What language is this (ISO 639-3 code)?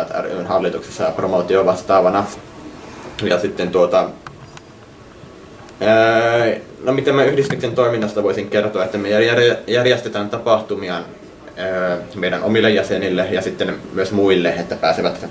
fin